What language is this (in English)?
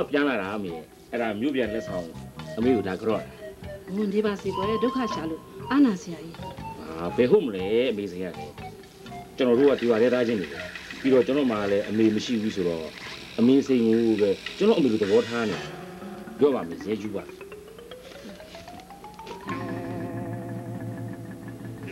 Burmese